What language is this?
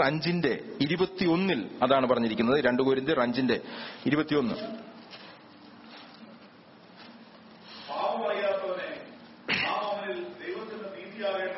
Malayalam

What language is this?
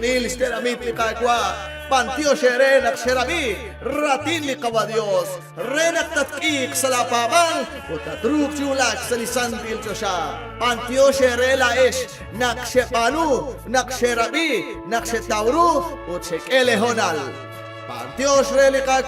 Kekchí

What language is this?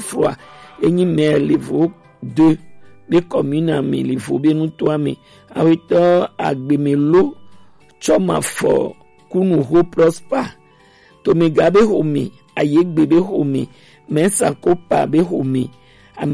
Gen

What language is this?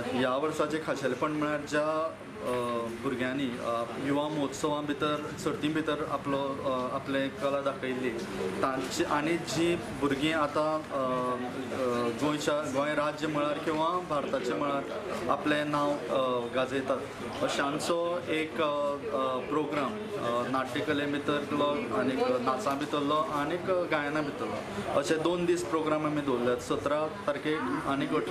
Konkani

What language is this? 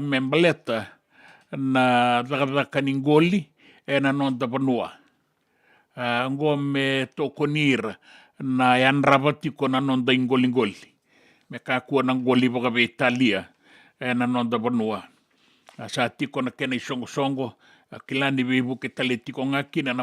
Fijian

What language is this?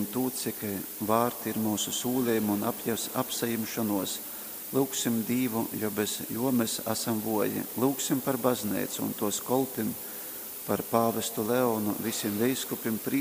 Latgalian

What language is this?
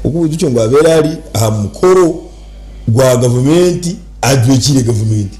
Nyankole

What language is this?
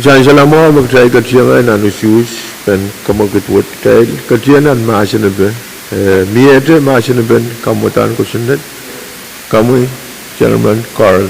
Pohnpeian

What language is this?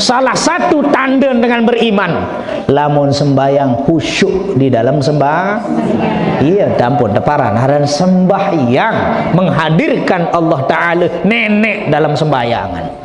Sasak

